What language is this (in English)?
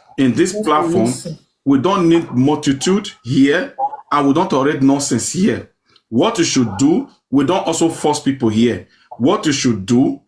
Nigerian Pidgin